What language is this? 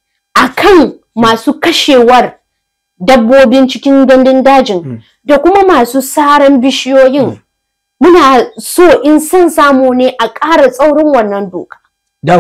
Hausa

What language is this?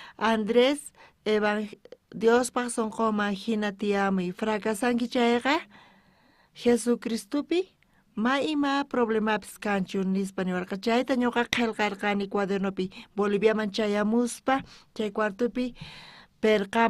South Bolivian Quechua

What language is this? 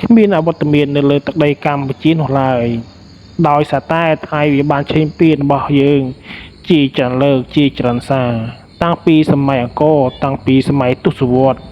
Khmer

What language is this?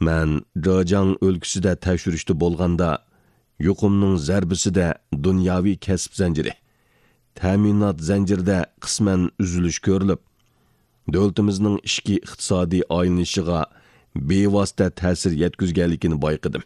Uyghur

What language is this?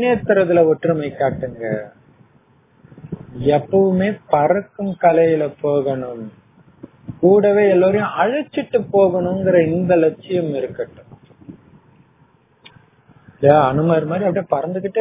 Tamil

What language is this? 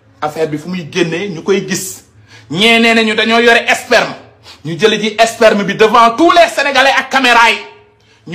Wolof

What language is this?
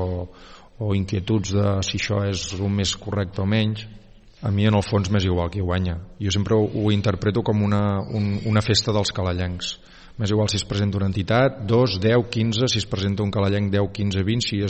Catalan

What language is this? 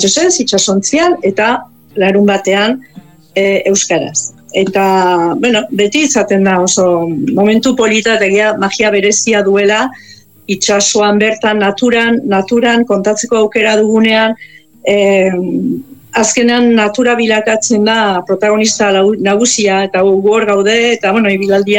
Basque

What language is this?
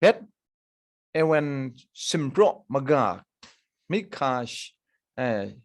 Kachin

